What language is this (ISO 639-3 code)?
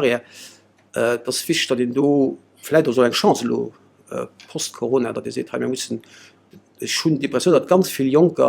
ltz